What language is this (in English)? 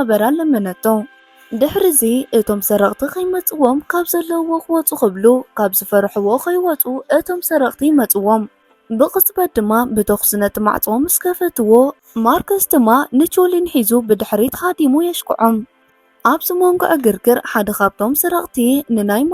Tigrinya